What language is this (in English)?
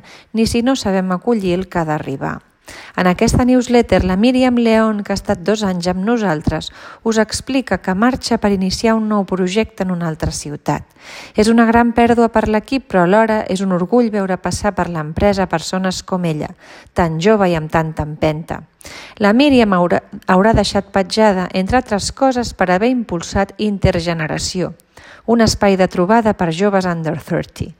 Catalan